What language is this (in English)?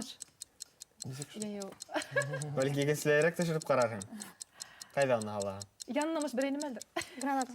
Bashkir